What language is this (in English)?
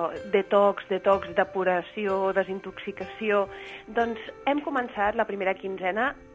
Catalan